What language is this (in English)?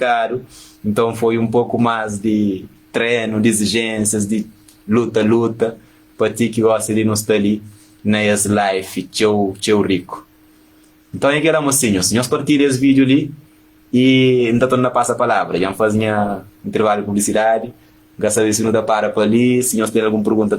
Kabuverdianu